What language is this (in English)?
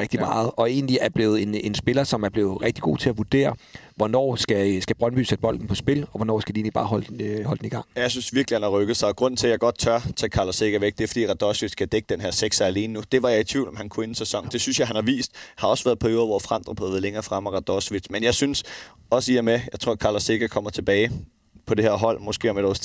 Danish